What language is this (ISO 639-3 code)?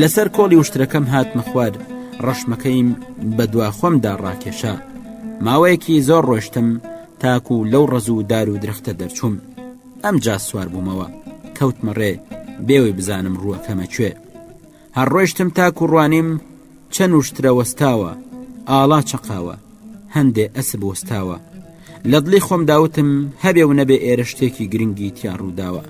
ckb